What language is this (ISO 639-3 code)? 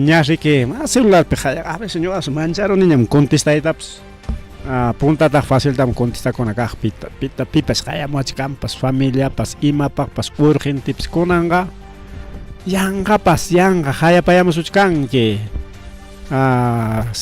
quy